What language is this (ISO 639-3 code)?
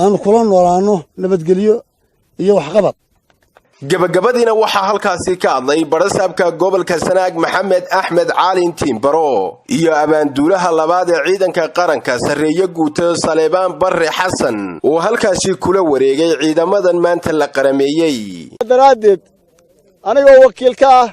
som